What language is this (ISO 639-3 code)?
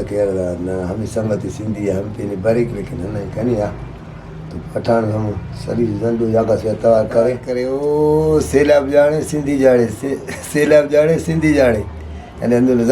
brh